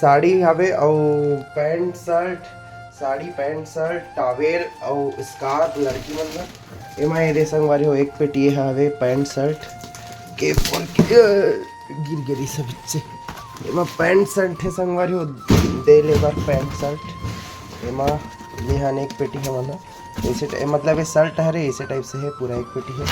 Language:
Chhattisgarhi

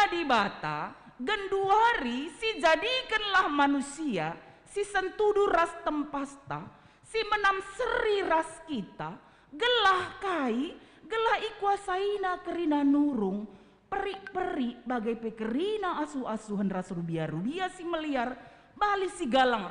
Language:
Batak Karo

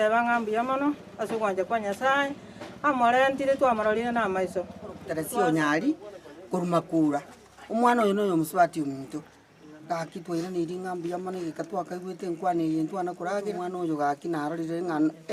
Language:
Gusii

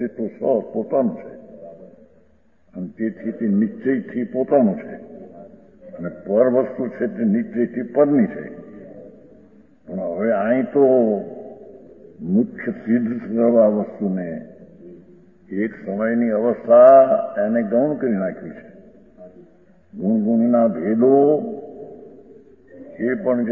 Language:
Gujarati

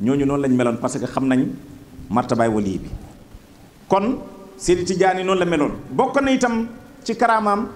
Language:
Wolof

